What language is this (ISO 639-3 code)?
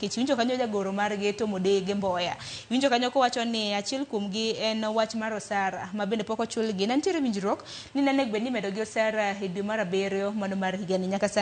luo